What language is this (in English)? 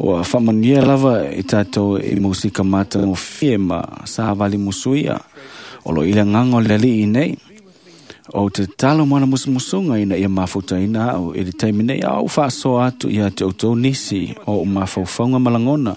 Samoan